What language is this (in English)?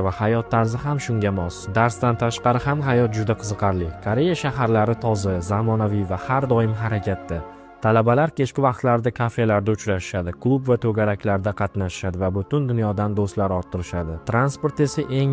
Uzbek